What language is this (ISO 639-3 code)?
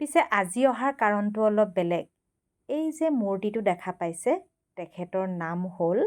asm